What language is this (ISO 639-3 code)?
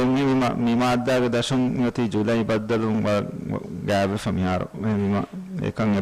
div